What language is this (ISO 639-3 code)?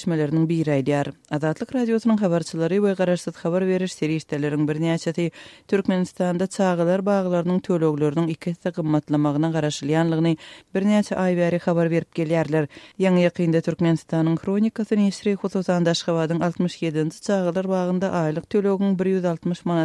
tuk